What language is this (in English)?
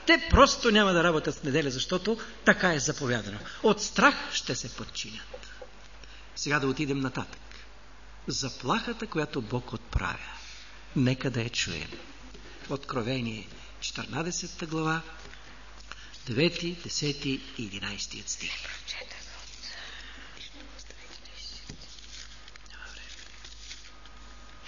Bulgarian